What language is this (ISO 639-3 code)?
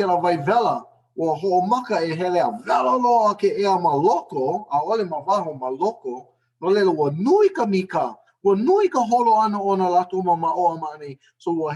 haw